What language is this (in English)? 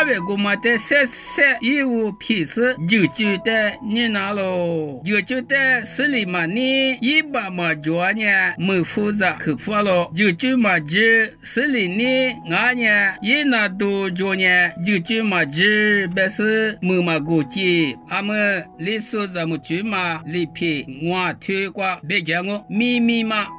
Lisu